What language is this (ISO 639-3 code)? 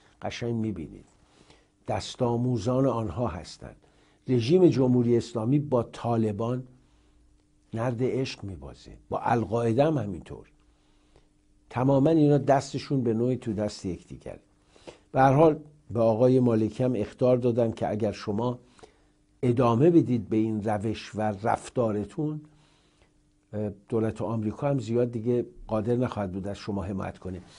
fas